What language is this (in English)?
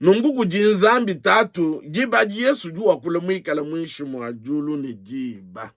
Luba-Lulua